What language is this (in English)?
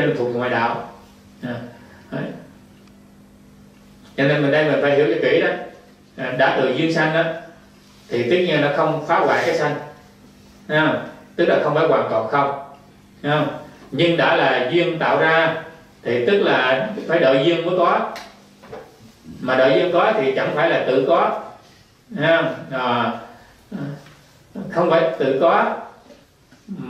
Vietnamese